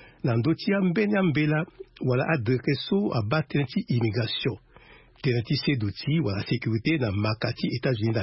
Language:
Sango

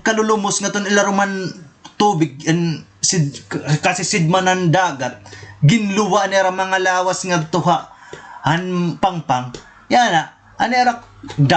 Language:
Waray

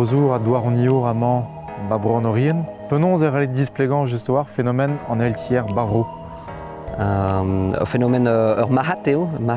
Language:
Breton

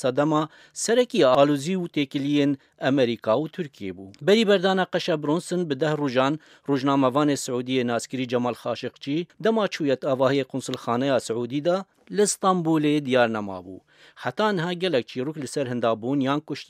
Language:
Kurdish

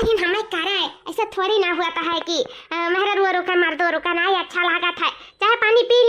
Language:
Awadhi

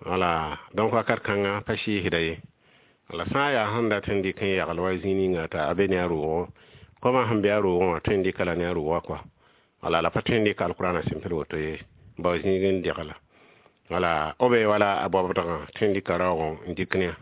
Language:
Mossi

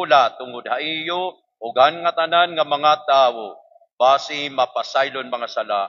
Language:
Waray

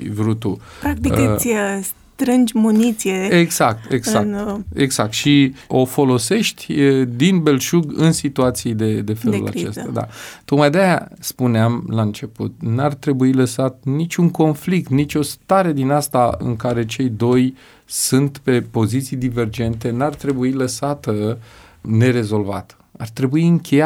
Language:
Romanian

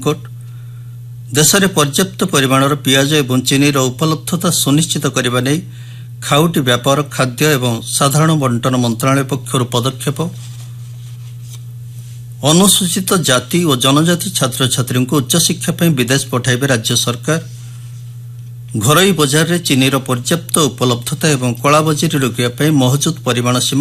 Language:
Odia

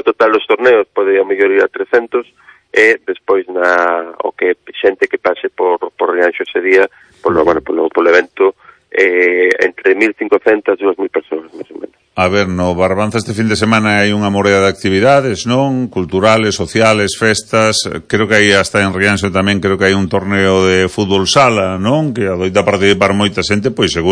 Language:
Galician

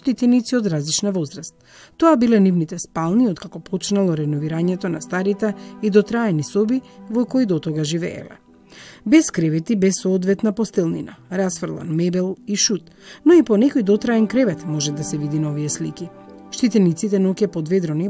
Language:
Macedonian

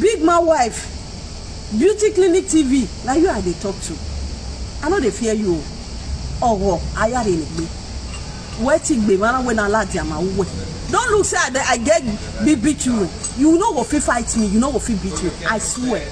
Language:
Nigerian Pidgin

